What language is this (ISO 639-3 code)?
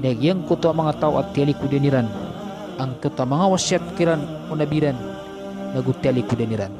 mrw